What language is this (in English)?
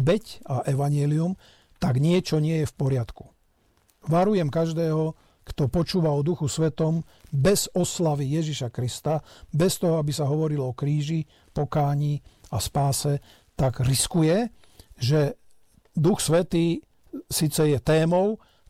Slovak